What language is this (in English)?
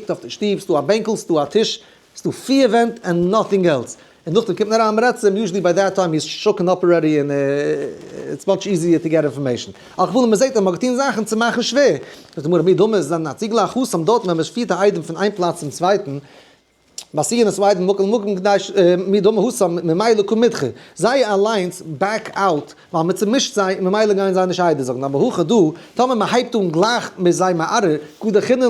Yiddish